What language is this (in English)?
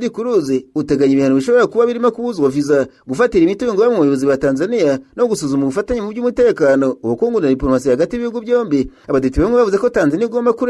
Kinyarwanda